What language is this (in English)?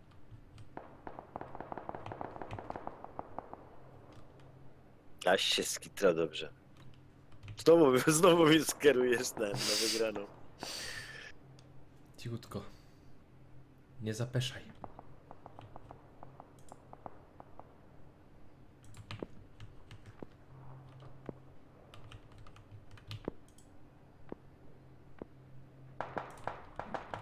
Polish